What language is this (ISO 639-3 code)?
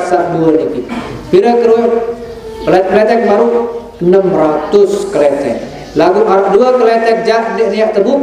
sas